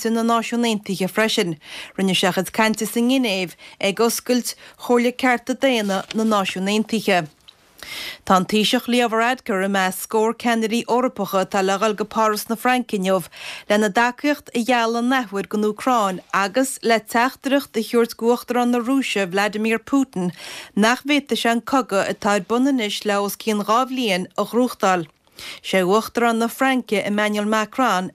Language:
Irish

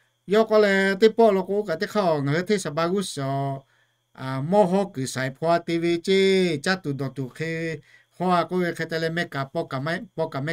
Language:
Lahu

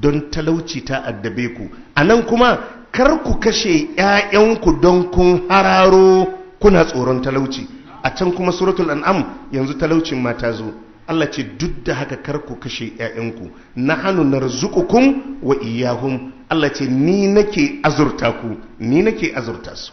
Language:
Hausa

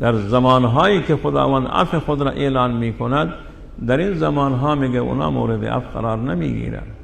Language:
Persian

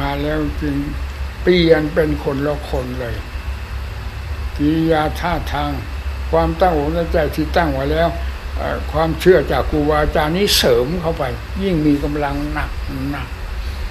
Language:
Thai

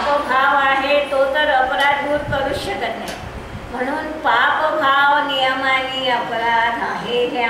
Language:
Marathi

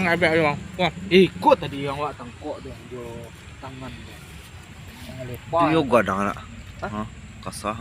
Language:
Minangkabau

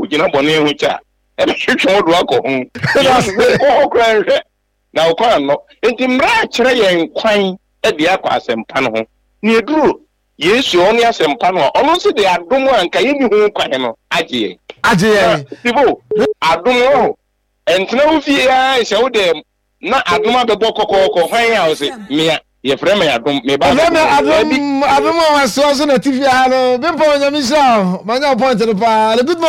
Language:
Akan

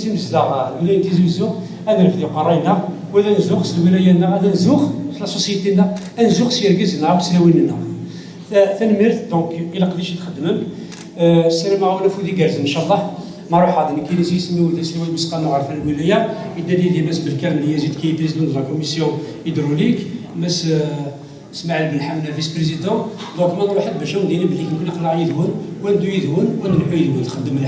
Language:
Kabyle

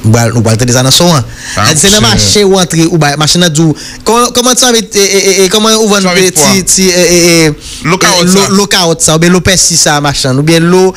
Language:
Haitian Creole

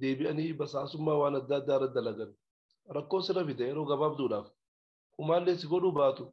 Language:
Oromo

